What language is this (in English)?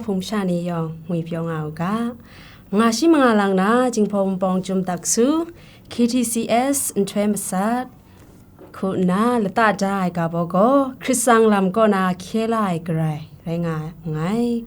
Kachin